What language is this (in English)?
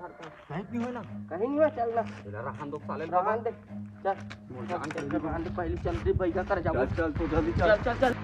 Chhattisgarhi